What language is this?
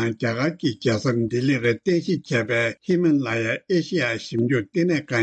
Tibetan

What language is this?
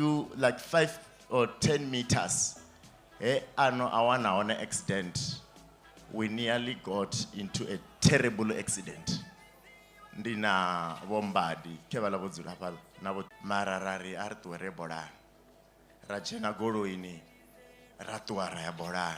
Venda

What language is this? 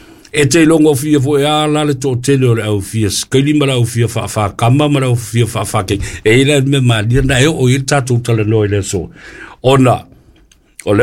Samoan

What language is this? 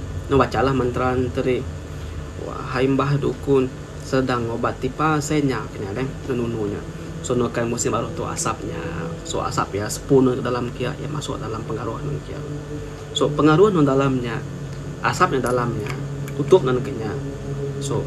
Iban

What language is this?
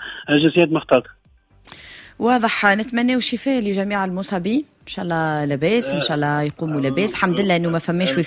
Tunisian Arabic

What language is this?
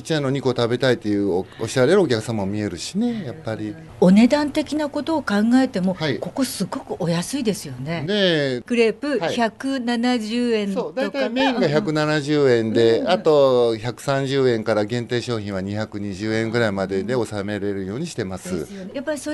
Japanese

